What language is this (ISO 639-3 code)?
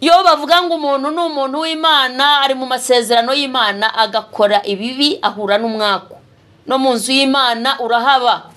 kin